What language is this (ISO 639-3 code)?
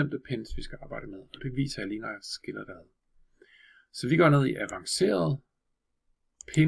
dan